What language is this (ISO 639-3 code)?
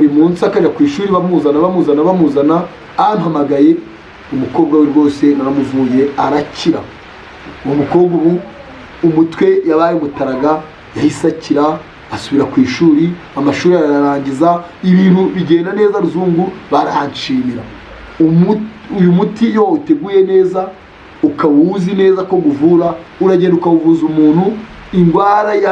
kin